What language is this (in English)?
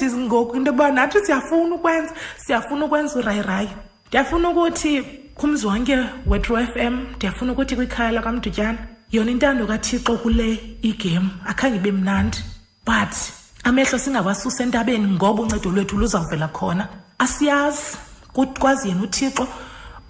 Xhosa